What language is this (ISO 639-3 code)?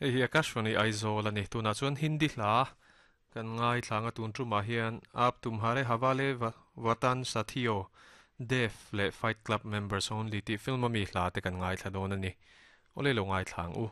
lus